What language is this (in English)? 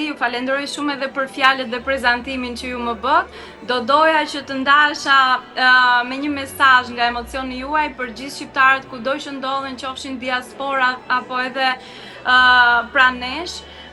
Albanian